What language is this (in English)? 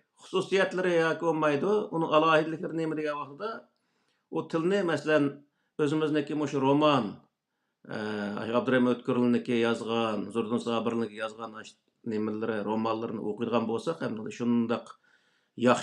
Uyghur